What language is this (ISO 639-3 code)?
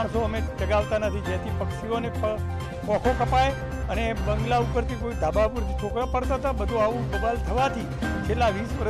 guj